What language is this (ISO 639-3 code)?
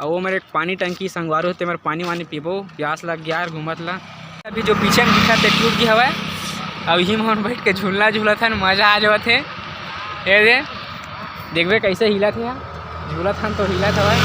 hne